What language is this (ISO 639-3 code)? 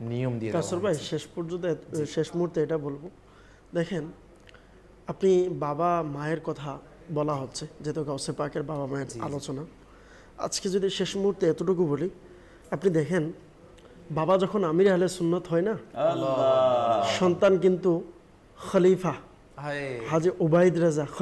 ben